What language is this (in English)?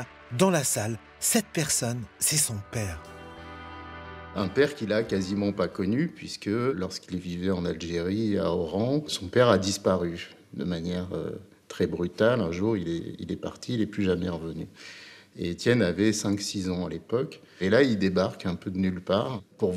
French